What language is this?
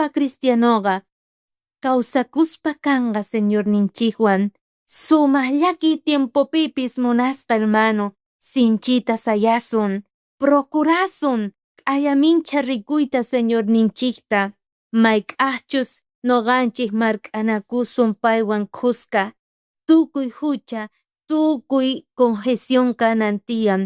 South Bolivian Quechua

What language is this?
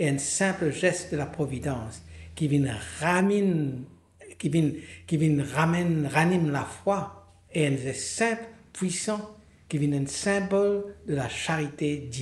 Morisyen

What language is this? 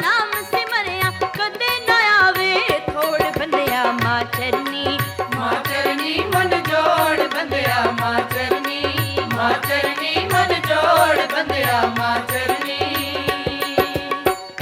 Punjabi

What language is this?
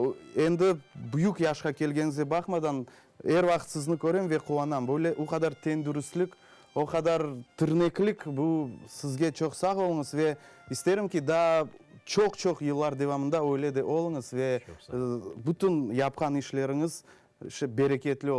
Crimean Tatar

